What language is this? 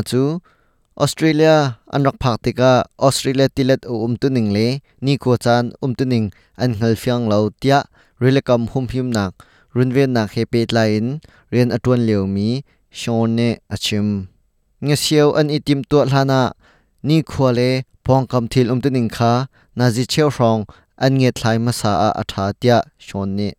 Hakha Chin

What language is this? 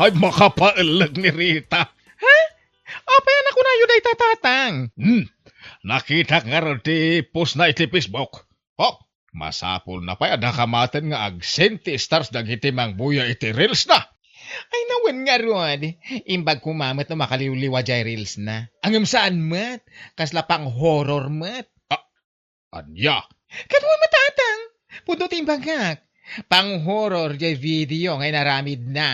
Iloko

